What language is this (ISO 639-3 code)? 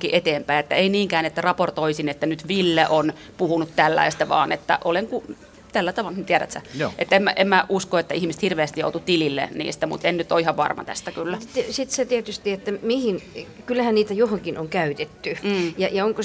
fin